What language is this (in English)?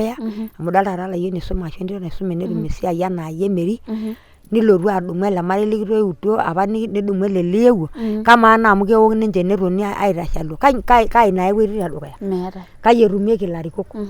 Masai